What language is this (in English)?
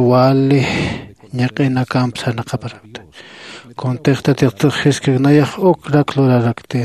Aymara